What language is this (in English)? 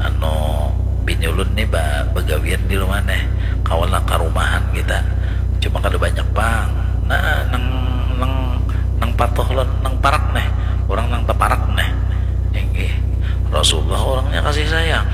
Banjar